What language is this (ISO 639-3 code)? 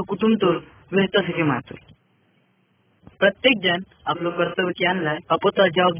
gon